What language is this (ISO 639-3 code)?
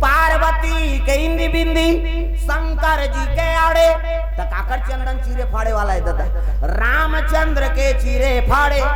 hne